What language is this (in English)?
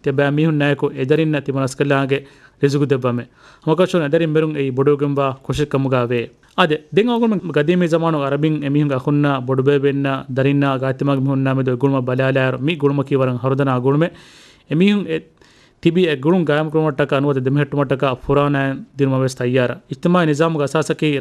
Divehi